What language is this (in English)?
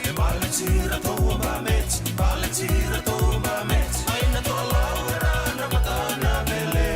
Fijian